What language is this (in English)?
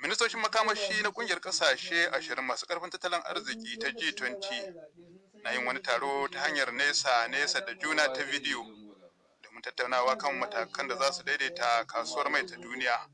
Hausa